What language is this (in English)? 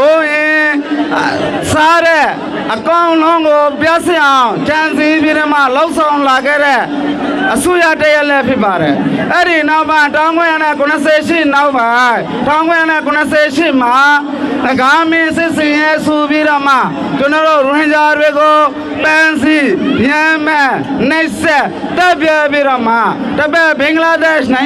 Rohingya